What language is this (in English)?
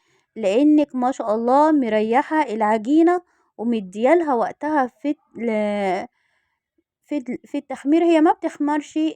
Egyptian Arabic